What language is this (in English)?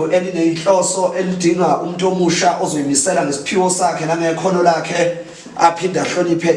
Zulu